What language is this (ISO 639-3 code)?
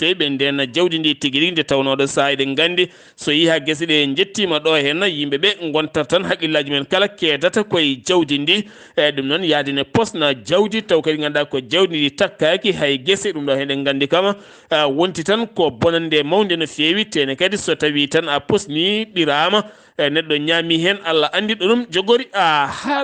ful